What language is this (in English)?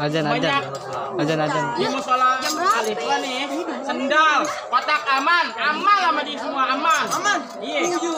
Betawi